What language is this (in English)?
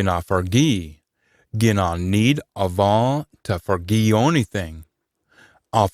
Scots